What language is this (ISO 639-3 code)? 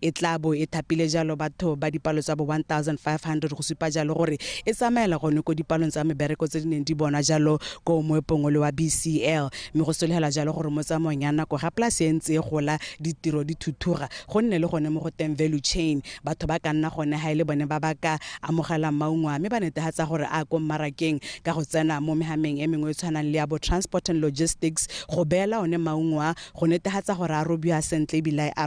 tsn